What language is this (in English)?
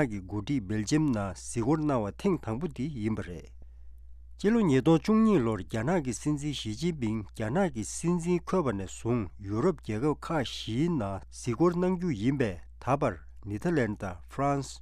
Tibetan